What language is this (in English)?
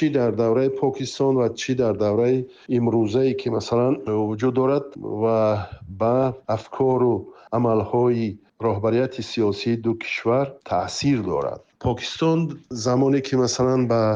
Tajik